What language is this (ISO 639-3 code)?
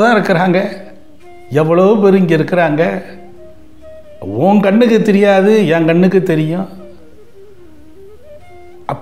tam